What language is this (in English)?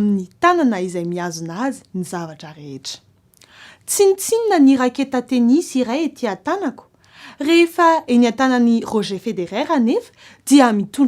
Malagasy